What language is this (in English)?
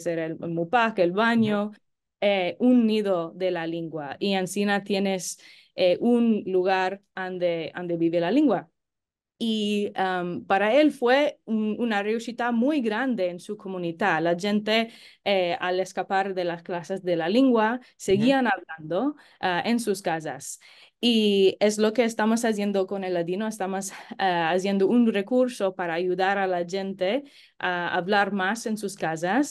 Ladino